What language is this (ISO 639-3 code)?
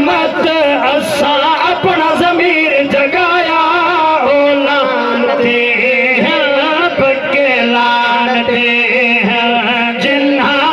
skr